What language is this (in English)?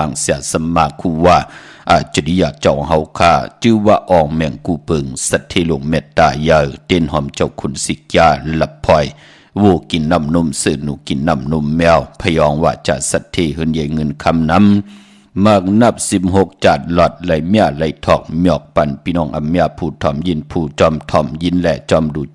Shan